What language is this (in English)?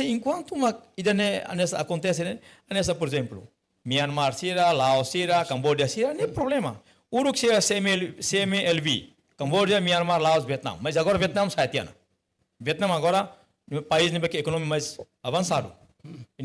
Tetum